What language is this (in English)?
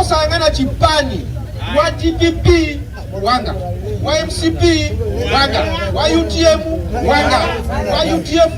Nyanja